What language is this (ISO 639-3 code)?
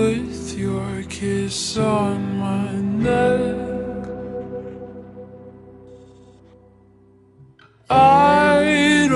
eng